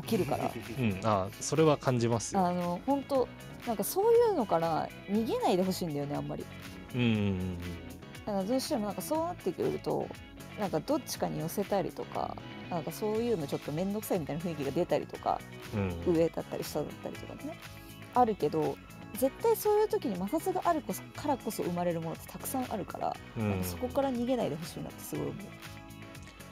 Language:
Japanese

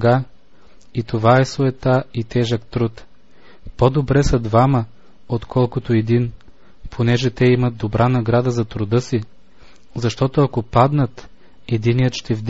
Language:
Bulgarian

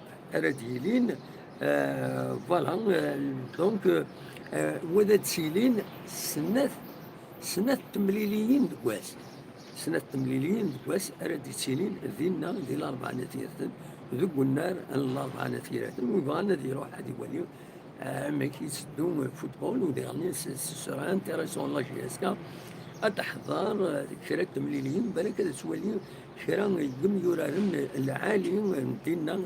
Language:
Kabyle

